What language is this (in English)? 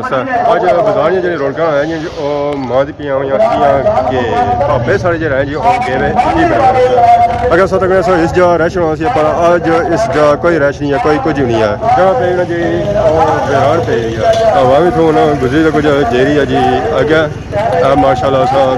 Pahari-Potwari